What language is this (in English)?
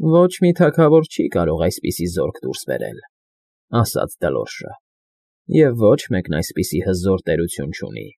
Armenian